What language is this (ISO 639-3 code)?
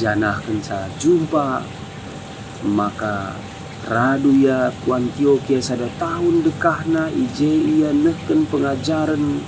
btx